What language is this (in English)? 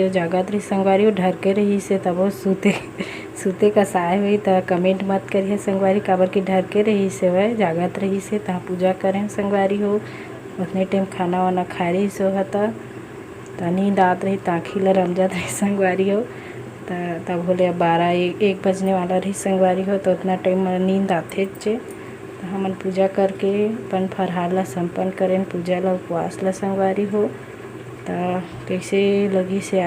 Chhattisgarhi